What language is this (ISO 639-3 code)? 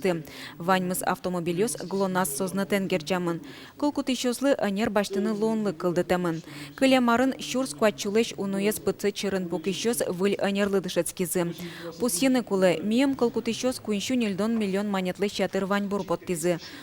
udm